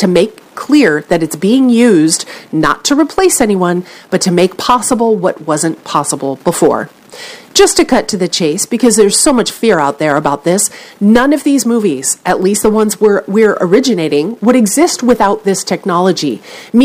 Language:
English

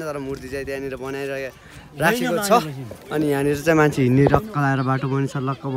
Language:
Nepali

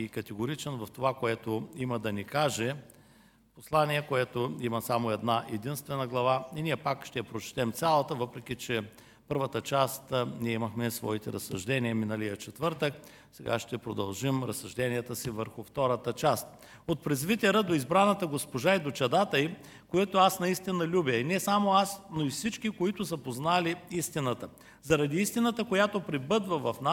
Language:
Bulgarian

